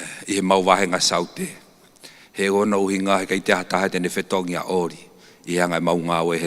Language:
Tongan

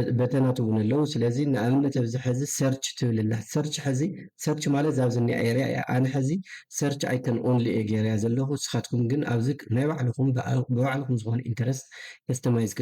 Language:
Tigrinya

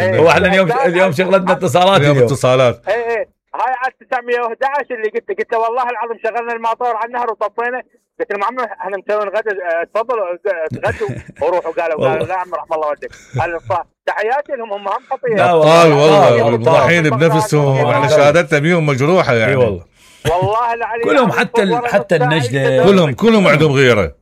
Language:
Mesopotamian Arabic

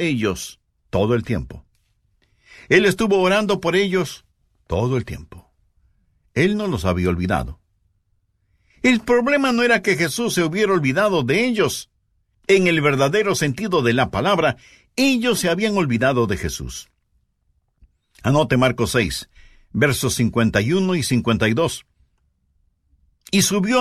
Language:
Spanish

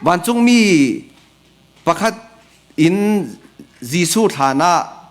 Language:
Falam Chin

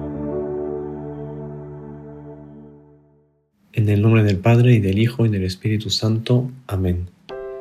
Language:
Spanish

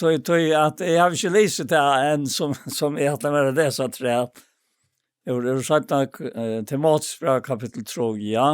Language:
Faroese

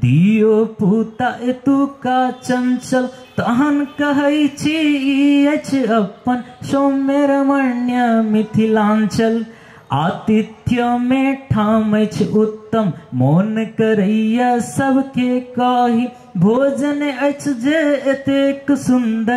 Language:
Maithili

